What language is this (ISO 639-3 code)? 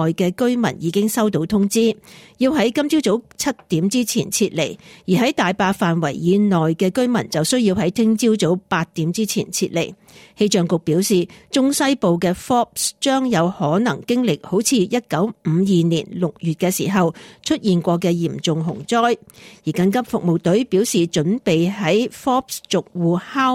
yue